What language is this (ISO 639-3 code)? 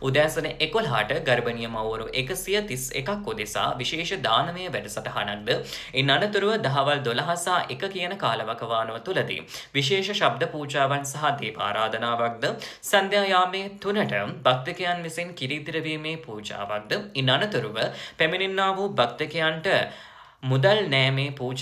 sin